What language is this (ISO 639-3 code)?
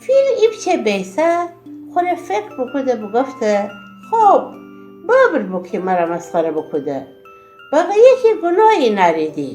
glk